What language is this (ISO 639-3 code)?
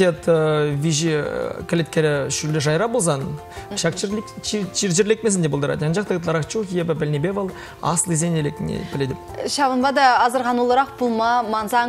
chv